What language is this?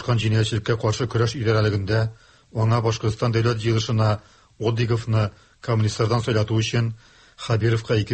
Tatar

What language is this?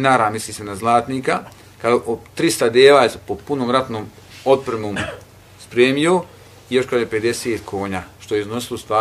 Bosnian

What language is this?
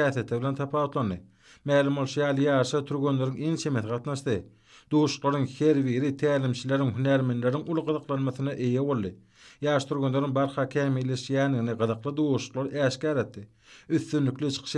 Turkmen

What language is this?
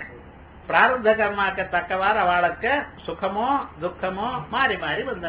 Tamil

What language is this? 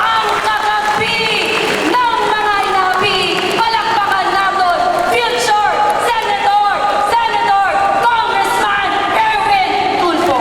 Hiligaynon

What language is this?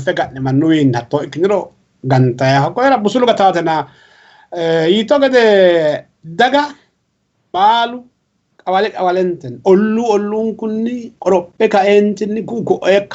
Sidamo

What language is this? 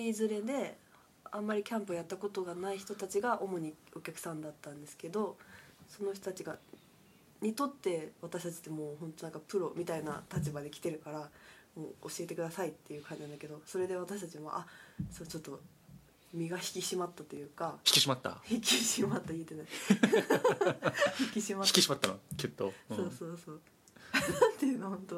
Japanese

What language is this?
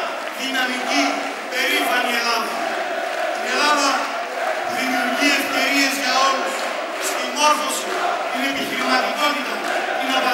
Greek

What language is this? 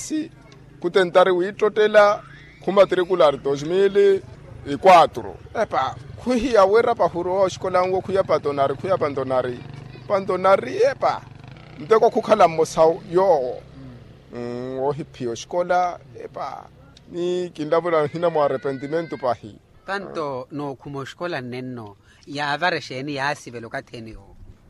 Makhuwa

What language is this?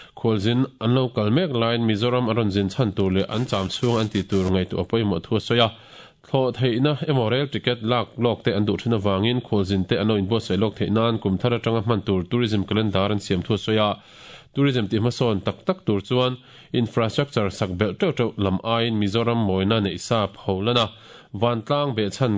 Mizo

